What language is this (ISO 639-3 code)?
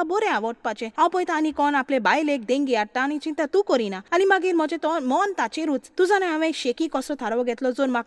kok